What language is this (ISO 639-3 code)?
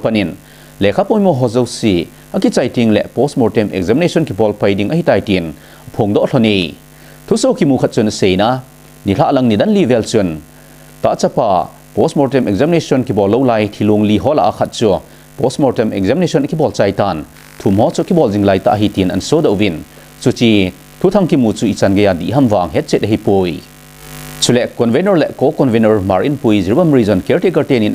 tcz